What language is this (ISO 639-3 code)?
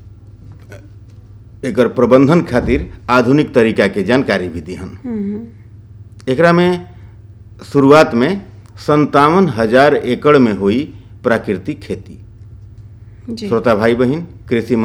bho